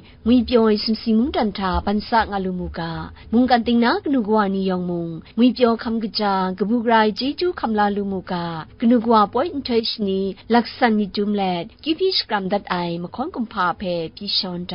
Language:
Kachin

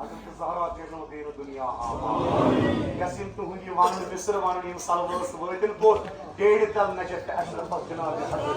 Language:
Kashmiri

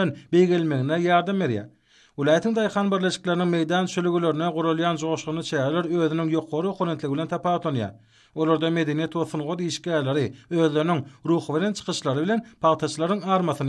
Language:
Turkmen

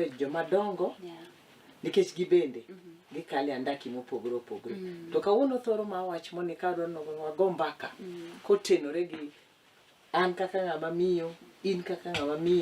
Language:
Luo (Kenya and Tanzania)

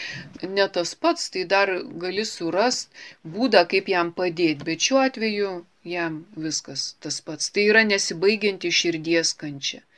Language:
Lithuanian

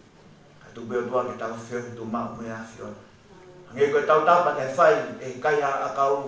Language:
Tongan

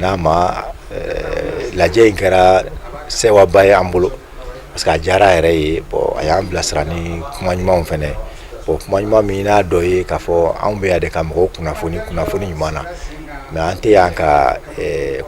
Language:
Bambara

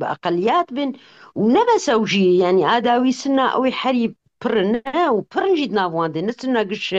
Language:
Kurdish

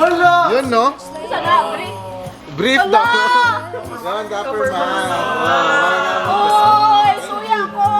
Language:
Cebuano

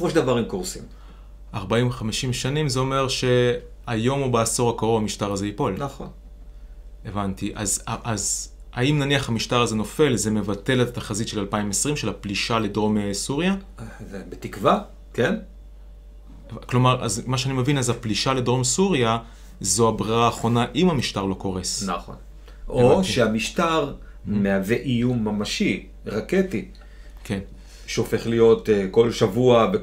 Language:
Hebrew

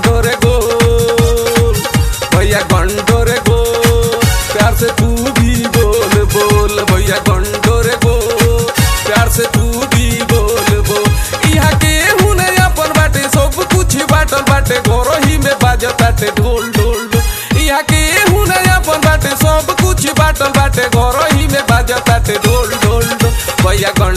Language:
Bhojpuri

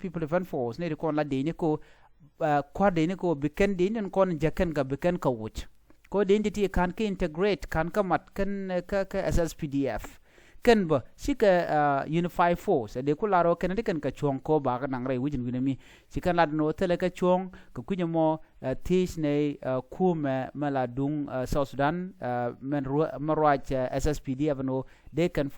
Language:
Nuer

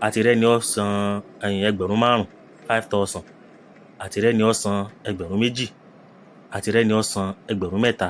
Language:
Yoruba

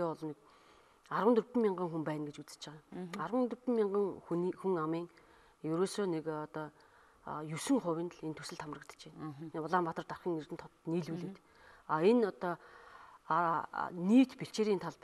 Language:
Mongolian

